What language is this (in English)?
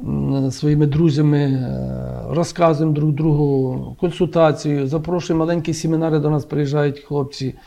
Ukrainian